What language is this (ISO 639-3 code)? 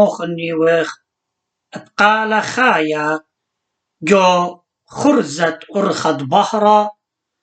aii